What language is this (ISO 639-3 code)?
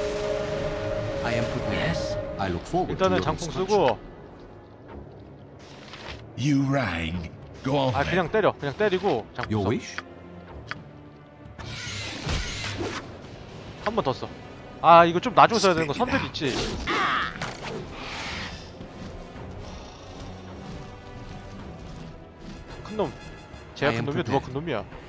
kor